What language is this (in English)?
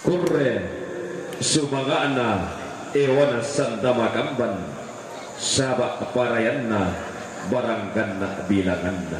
Toraja-Sa'dan